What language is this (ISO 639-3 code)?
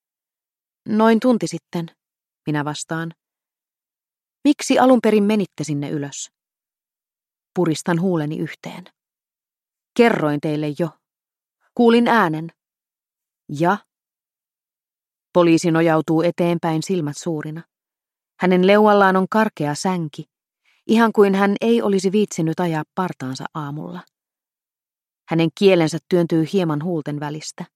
fin